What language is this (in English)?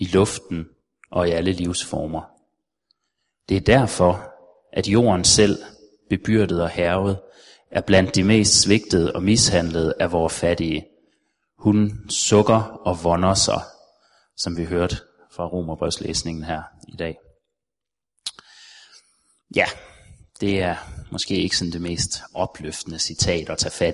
Danish